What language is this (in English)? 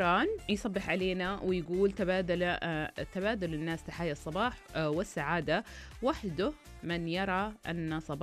Arabic